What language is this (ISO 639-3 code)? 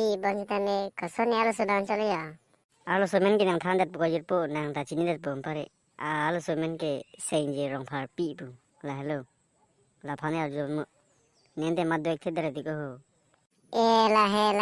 mjw